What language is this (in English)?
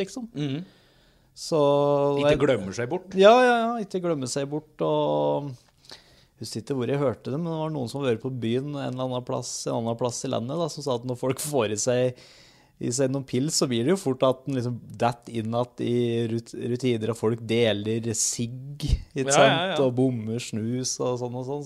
Norwegian